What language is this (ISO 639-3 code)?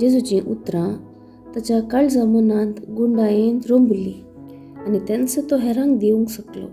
kok